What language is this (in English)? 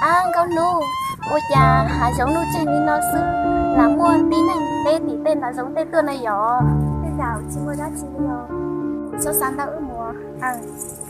Hmong